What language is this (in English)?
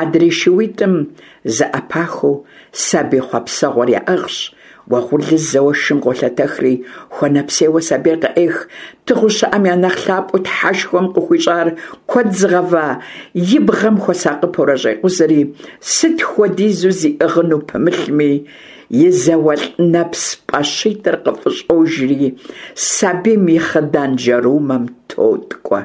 Kabardian